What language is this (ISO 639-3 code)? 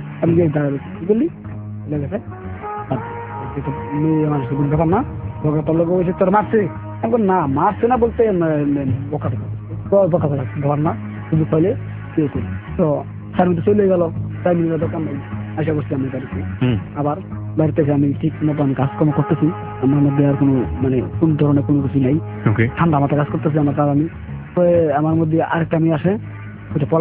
ben